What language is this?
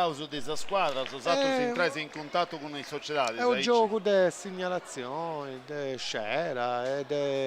Sardinian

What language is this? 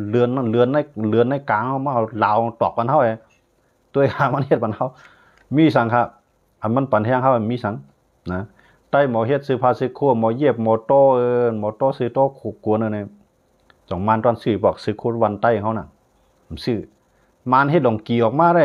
Shan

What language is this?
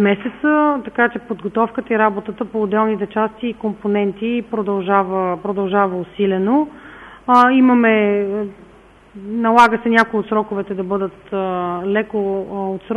Bulgarian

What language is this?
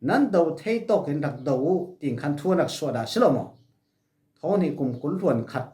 Falam Chin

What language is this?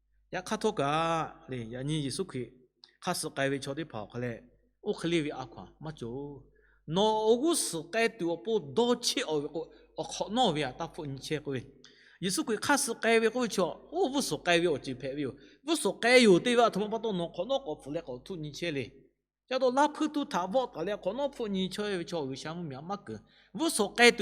Lahu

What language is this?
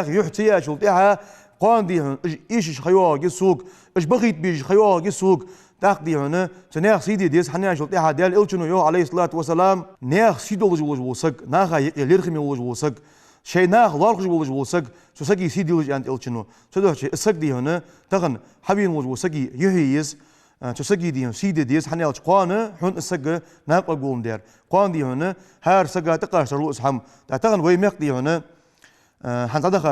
Ingush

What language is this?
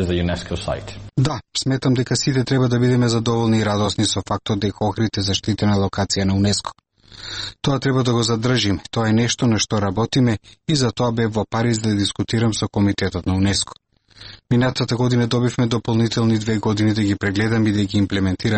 Macedonian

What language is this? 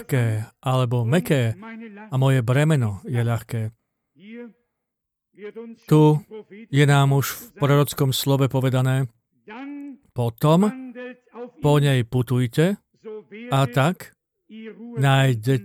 Slovak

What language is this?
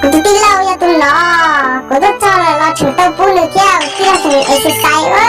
Hmong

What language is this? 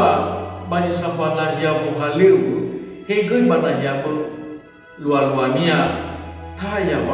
Nias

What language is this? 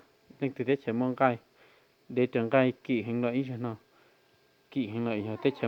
Hmong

